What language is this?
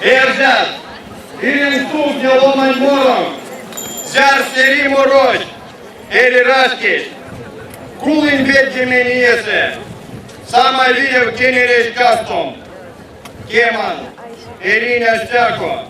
Erzya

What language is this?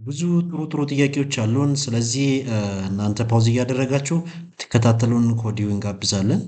Amharic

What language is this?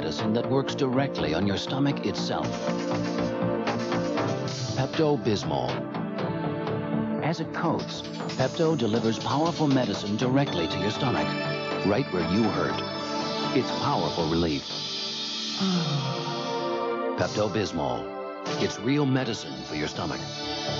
English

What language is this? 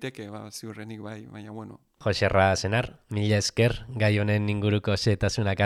Basque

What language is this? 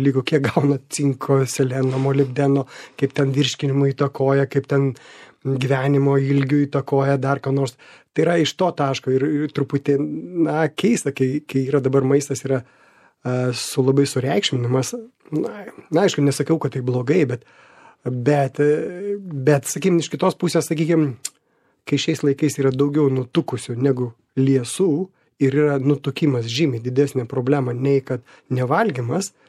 Lithuanian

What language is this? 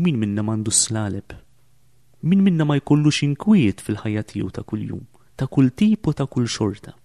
Maltese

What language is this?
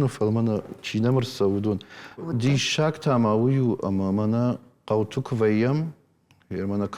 Ossetic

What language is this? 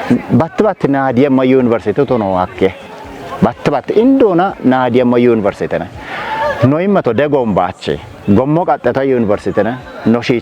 Kafa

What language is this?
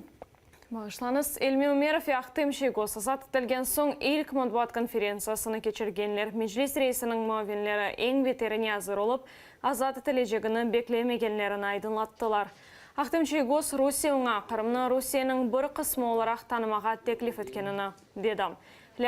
Crimean Tatar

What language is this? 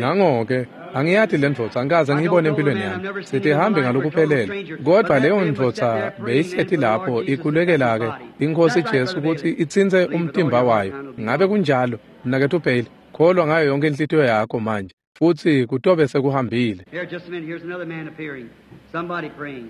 Swati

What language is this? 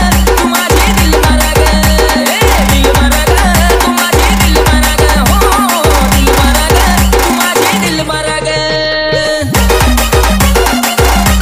Marathi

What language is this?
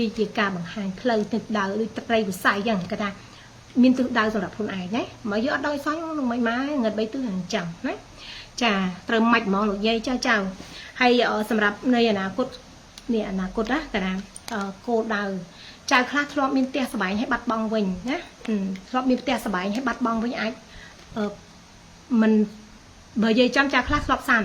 Khmer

